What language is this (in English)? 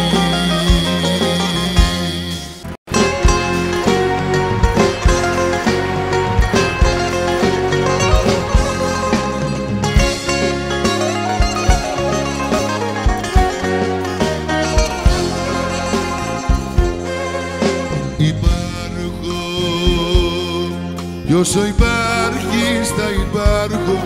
Greek